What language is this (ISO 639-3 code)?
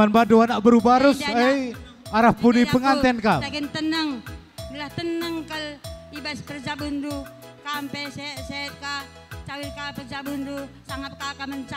btx